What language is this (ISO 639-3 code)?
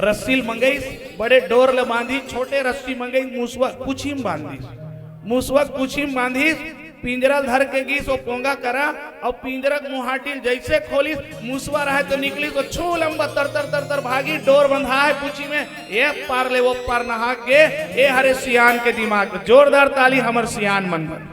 hne